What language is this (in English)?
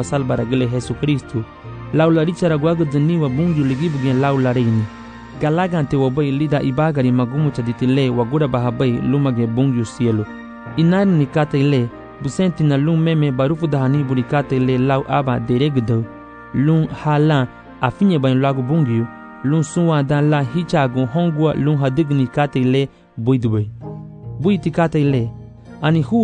Garifuna